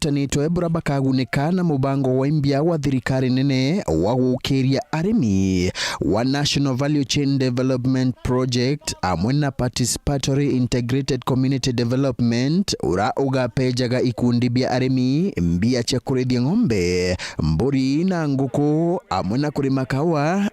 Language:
Meru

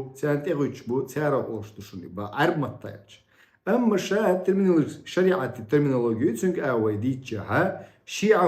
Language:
Chechen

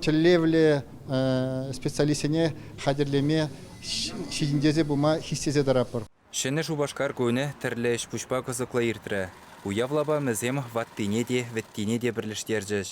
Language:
Chuvash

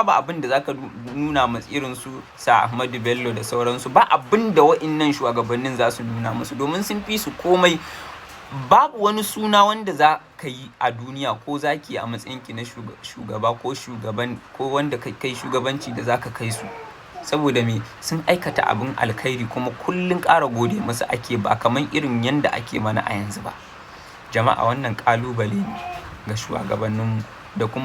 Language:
Hausa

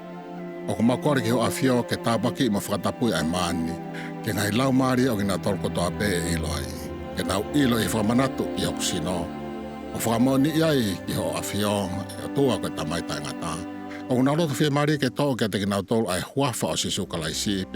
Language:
Tongan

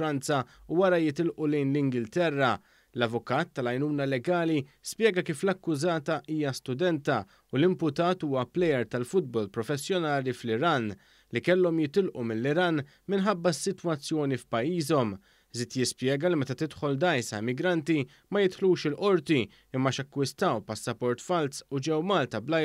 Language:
Maltese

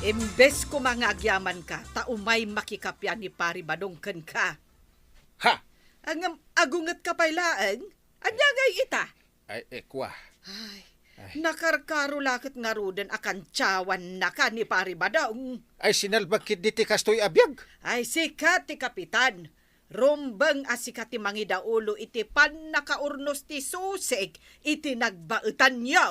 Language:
Iloko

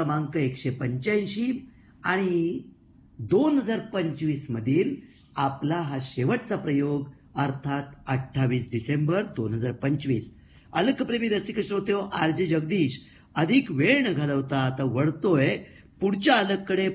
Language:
Marathi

